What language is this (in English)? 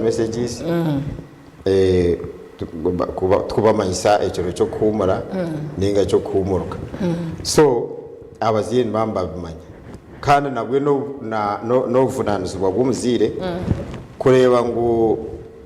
Nyankole